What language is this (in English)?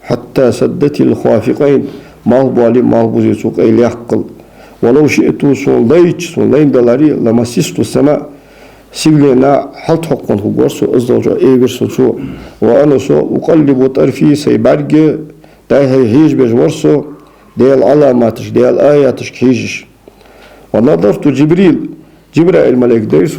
Ingush